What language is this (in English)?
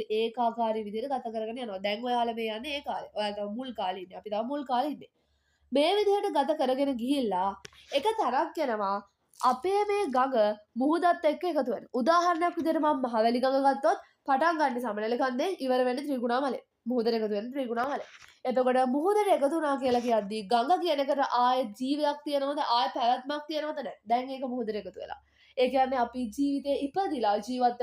Sinhala